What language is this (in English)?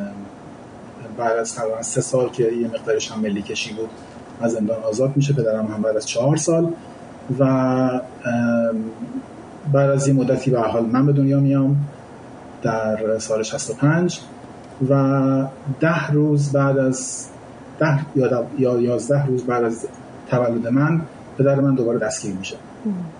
Persian